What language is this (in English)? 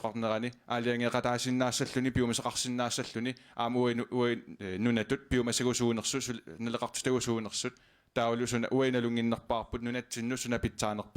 Kalaallisut